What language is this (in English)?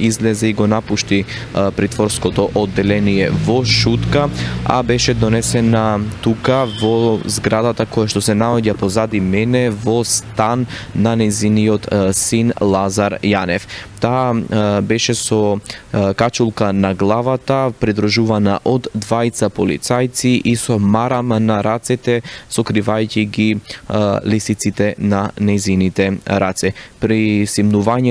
Macedonian